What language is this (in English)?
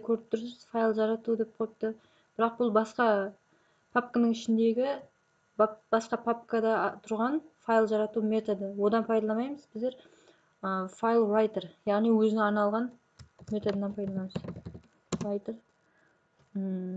Kara-Kalpak